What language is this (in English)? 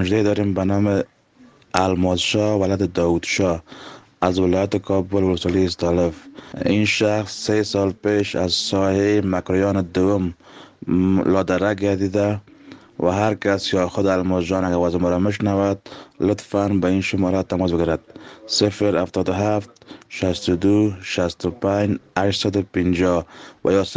Persian